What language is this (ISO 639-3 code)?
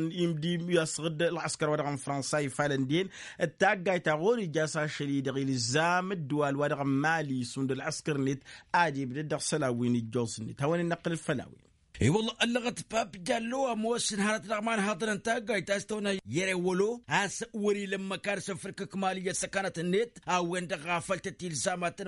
taq